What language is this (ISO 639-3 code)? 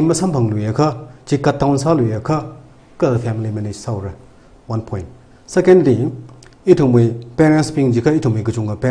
nmf